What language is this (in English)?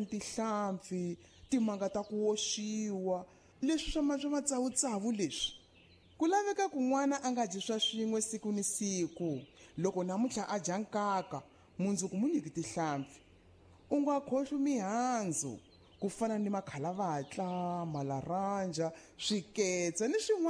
Tsonga